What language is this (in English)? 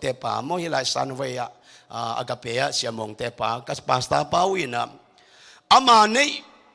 Tedim Chin